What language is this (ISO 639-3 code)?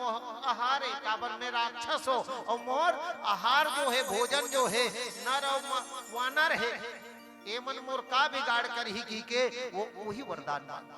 hne